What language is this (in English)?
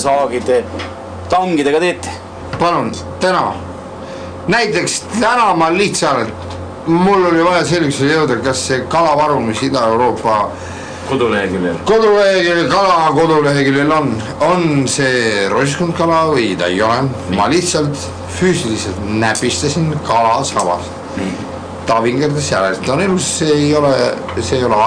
Estonian